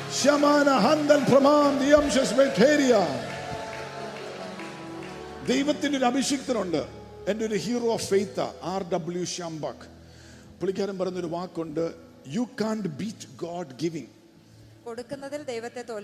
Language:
Malayalam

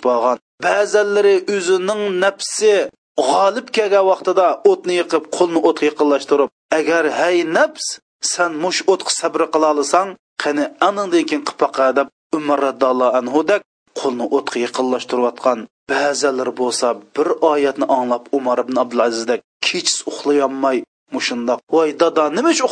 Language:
Uyghur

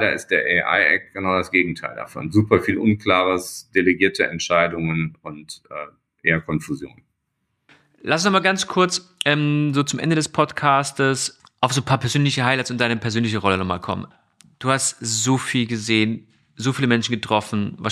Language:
German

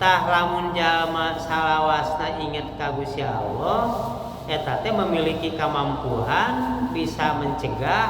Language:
Sundanese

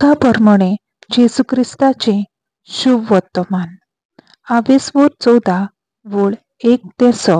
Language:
Konkani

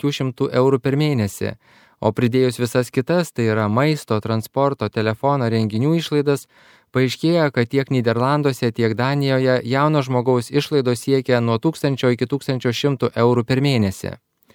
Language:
Lithuanian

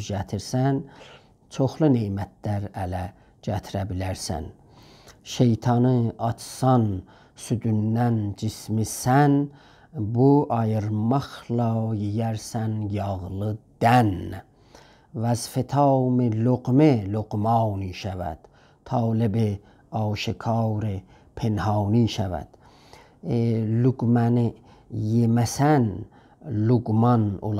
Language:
South Azerbaijani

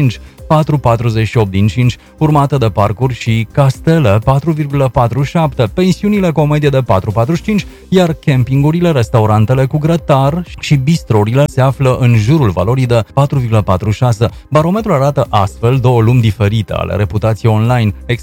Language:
Romanian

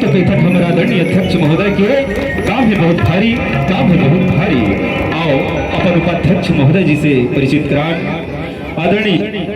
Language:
Chhattisgarhi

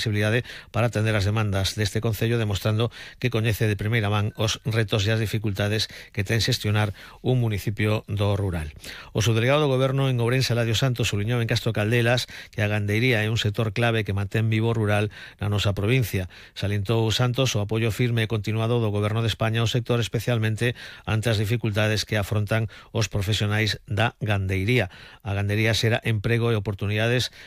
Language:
Galician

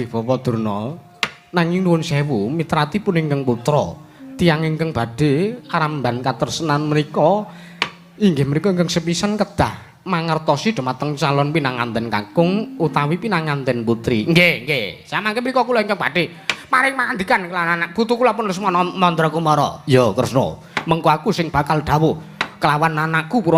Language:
Javanese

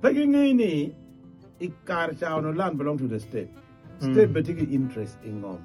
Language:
Acoli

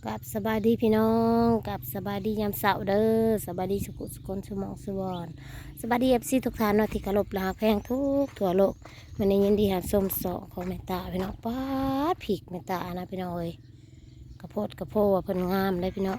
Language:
Northeastern Thai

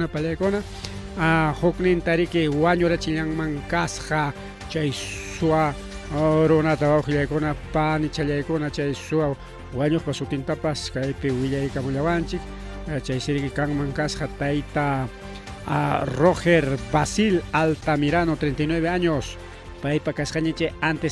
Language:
Ayacucho Quechua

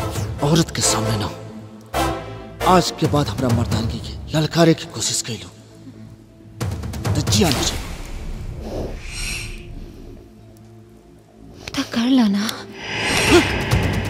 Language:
Bhojpuri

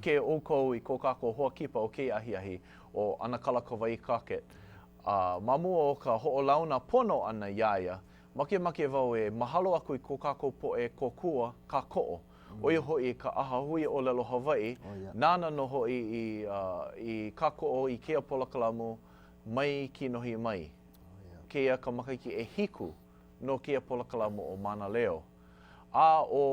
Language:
Hawaiian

